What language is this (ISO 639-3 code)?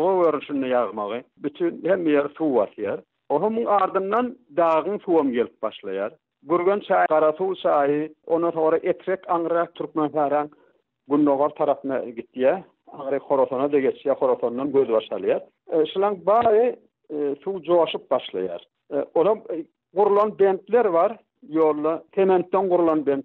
tuk